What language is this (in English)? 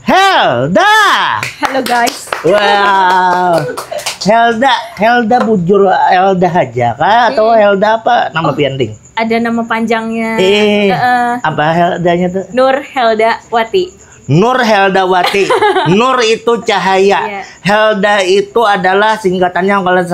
Banjar